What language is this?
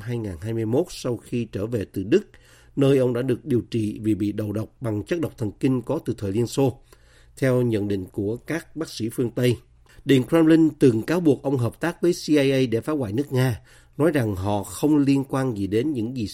Vietnamese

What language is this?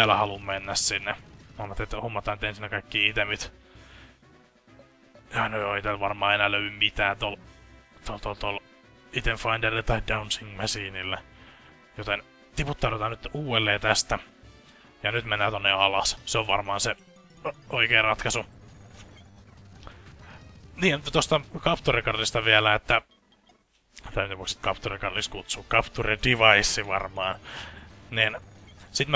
Finnish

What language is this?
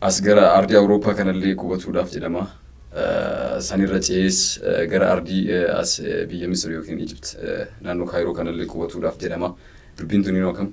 Oromo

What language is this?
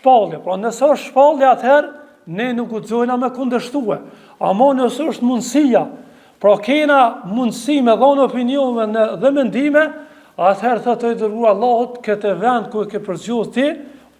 Albanian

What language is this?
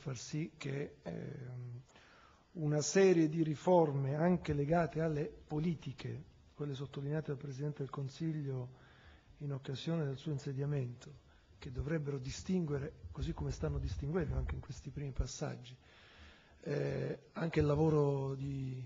Italian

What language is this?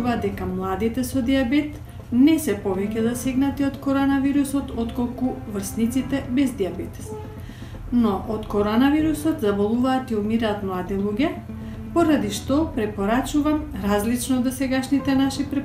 Macedonian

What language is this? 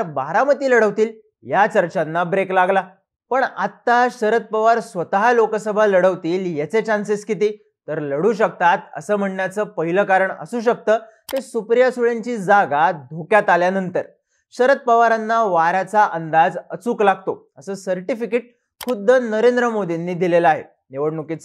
Marathi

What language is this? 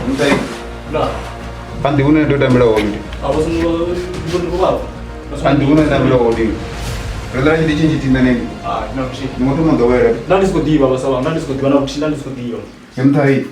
Venda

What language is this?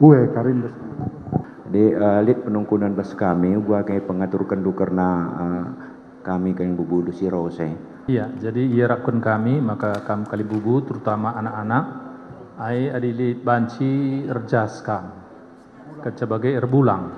Batak Karo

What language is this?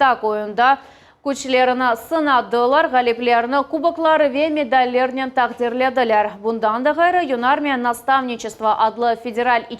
Crimean Tatar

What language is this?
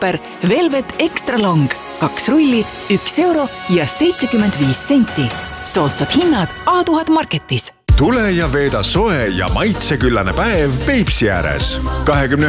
Estonian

